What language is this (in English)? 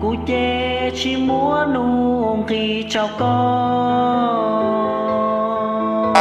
Hmong